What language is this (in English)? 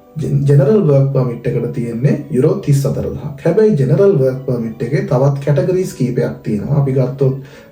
Sinhala